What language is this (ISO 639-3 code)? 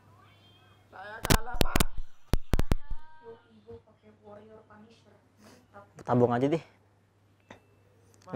ind